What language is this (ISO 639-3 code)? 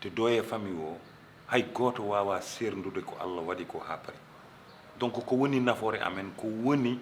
ful